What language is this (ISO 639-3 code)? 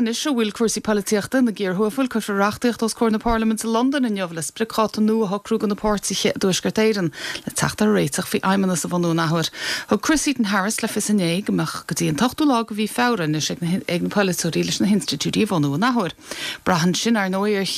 gle